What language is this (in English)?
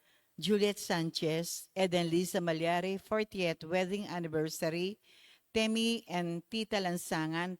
Pampanga